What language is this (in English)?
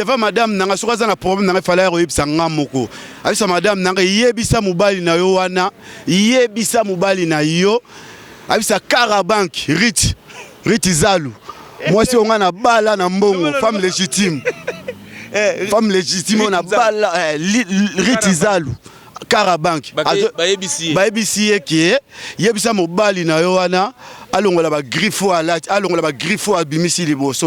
Lingala